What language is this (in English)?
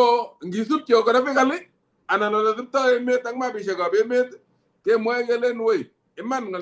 Kalenjin